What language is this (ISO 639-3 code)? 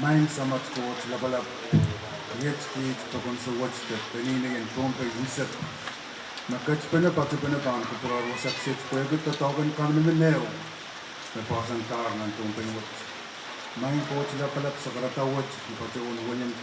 pon